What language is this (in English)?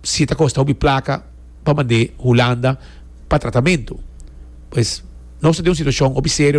Papiamento